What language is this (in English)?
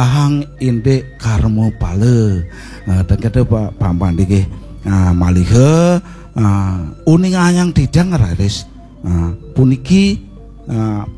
Balinese